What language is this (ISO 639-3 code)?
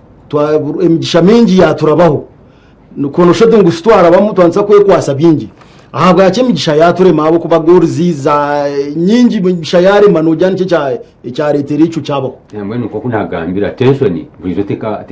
nyn